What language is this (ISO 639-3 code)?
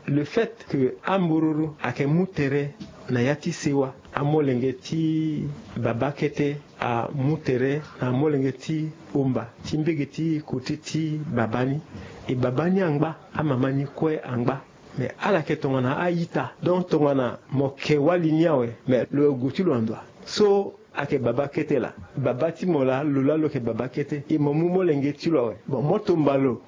sag